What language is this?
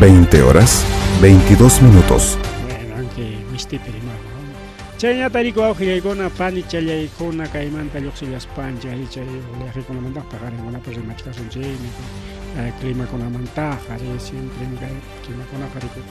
Ayacucho Quechua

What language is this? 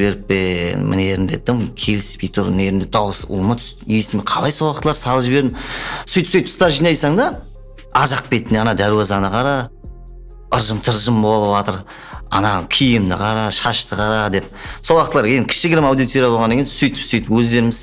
Kara-Kalpak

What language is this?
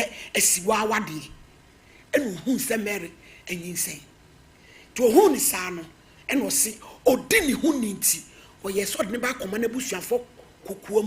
Akan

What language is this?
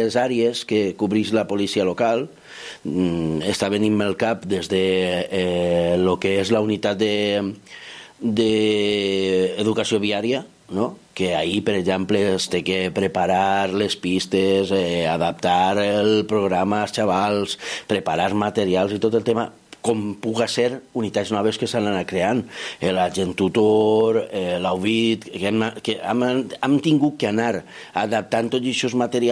Catalan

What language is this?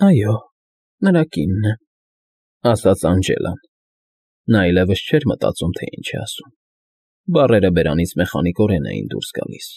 Armenian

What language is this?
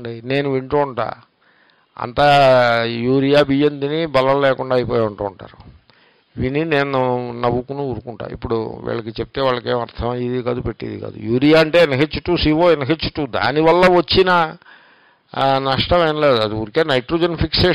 Telugu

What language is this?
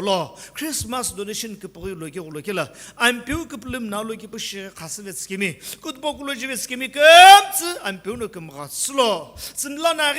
Sumi Naga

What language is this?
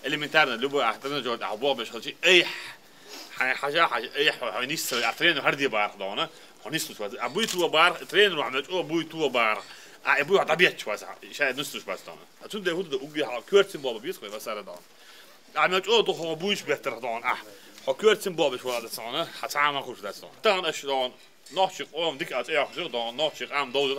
Chechen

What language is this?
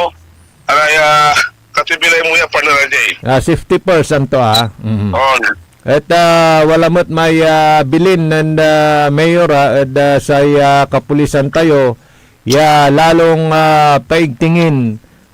Pangasinan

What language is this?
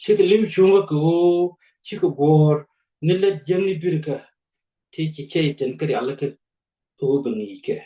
Nuer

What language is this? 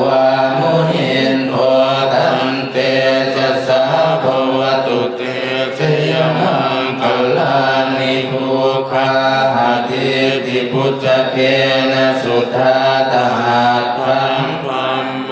Pali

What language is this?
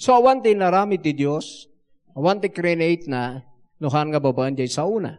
Iloko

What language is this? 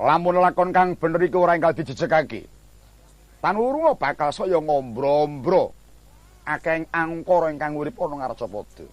Javanese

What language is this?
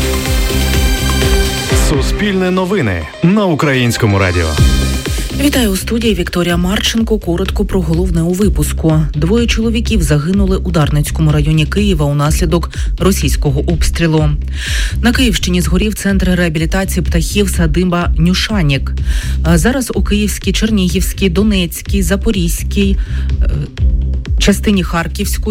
Ukrainian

